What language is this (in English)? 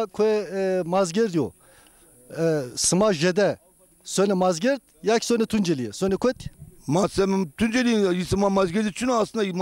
Zaza